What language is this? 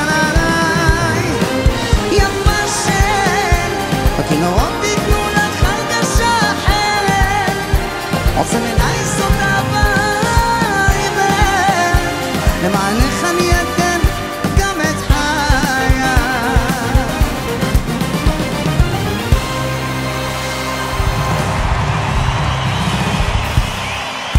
Hebrew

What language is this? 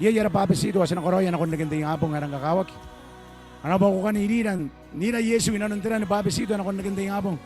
Gilbertese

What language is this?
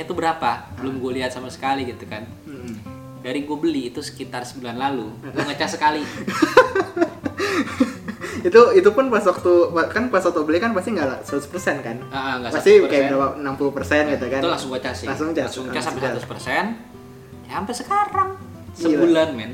Indonesian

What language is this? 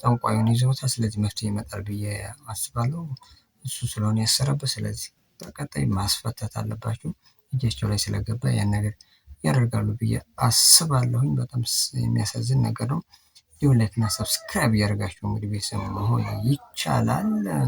Amharic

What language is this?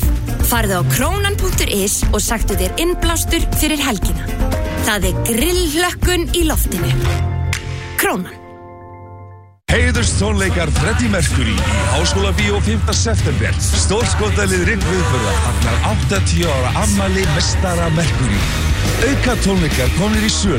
Icelandic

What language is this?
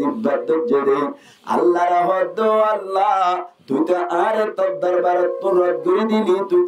Rohingya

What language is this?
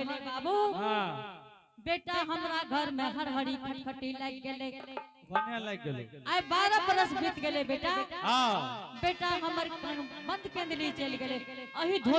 Angika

